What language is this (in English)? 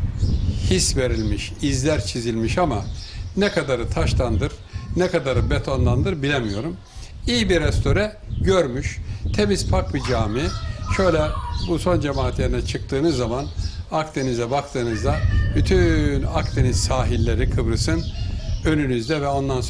Turkish